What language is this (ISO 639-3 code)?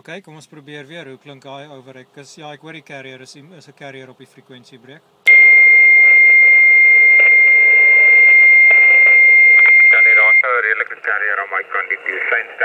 afr